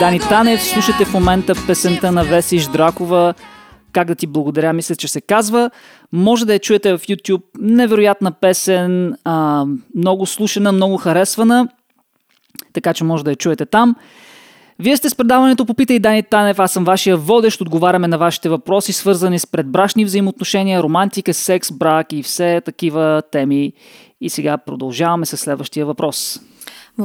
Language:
Bulgarian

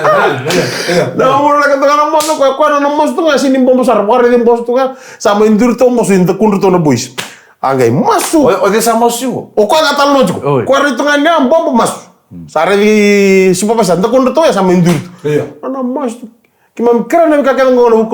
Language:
Fijian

